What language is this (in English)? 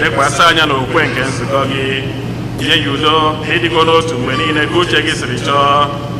Igbo